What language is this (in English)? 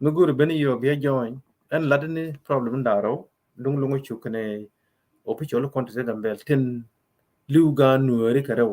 Nuer